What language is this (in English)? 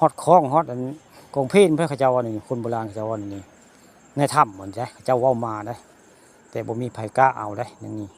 Northeastern Thai